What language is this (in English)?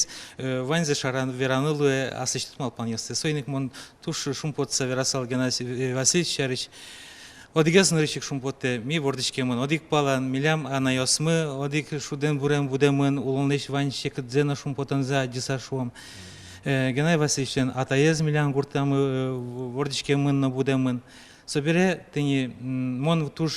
Udmurt